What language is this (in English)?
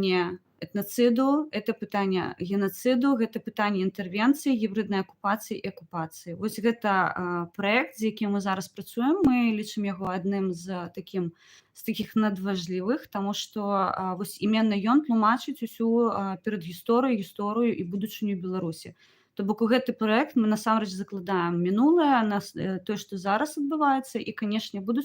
Belarusian